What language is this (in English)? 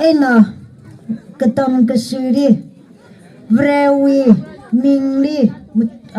Tangkhul Naga (India)